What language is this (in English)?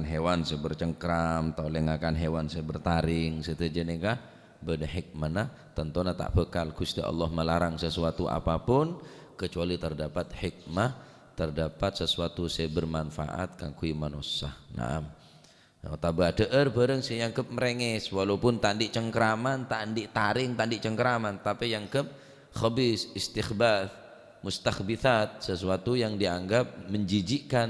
Madurese